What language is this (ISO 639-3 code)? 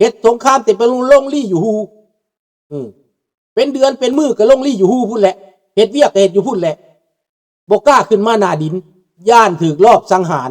lao